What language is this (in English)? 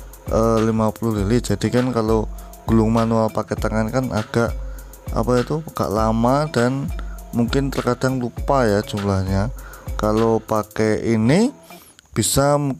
Indonesian